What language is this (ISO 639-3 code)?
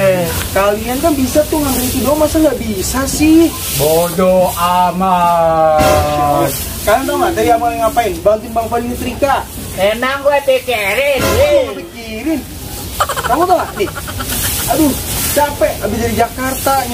bew